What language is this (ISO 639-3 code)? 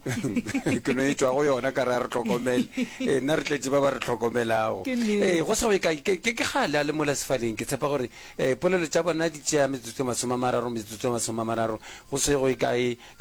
nso